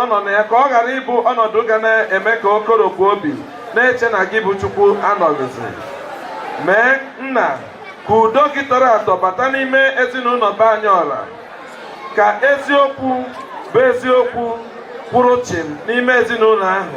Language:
Igbo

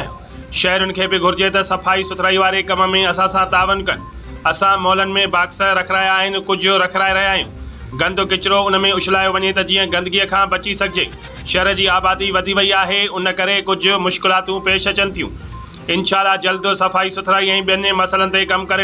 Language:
Sindhi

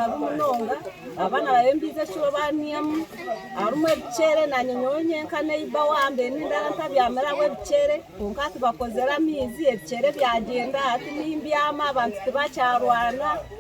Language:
Nyankole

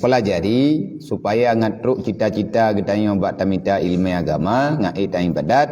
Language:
Achinese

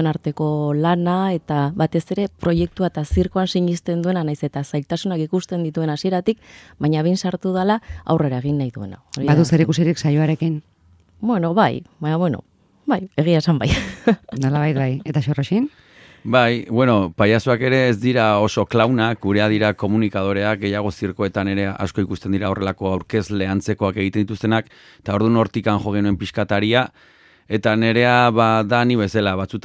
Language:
Basque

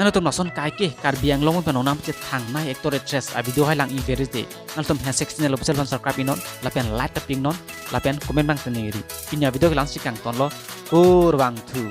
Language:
Karbi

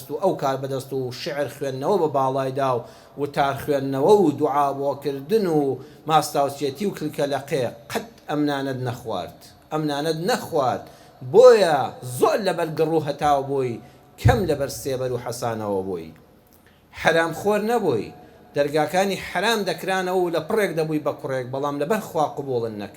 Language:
Central Kurdish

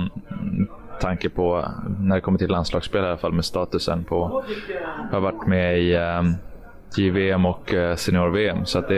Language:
Swedish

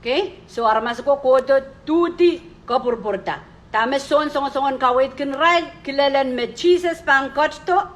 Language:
Pohnpeian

